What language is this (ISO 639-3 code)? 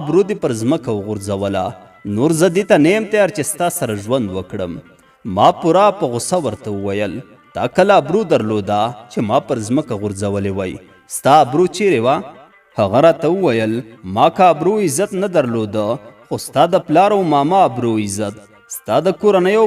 pus